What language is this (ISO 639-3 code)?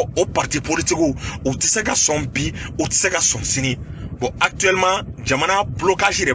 bam